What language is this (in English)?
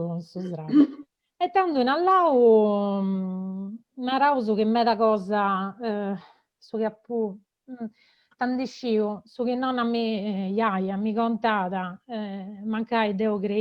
Sardinian